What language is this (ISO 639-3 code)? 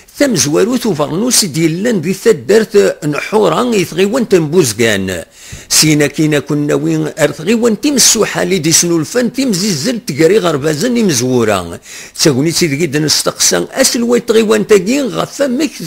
kab